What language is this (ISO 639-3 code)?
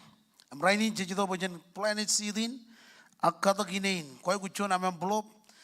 mah